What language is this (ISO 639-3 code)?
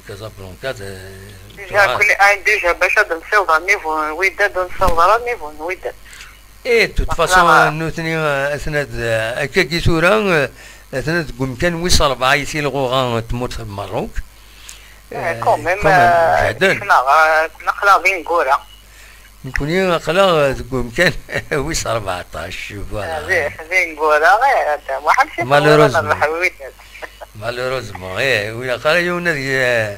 kab